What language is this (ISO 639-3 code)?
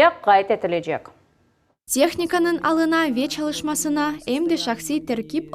crh